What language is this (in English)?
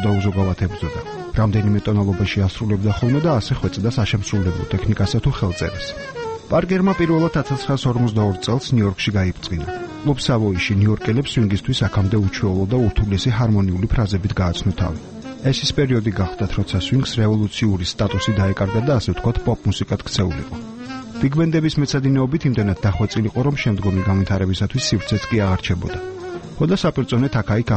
Georgian